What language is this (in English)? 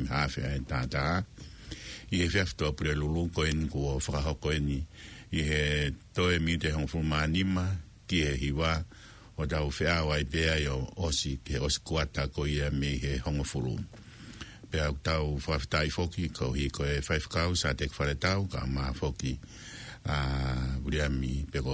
Tongan